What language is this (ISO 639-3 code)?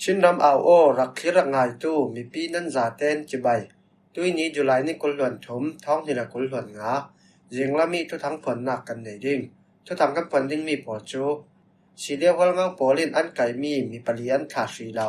cfm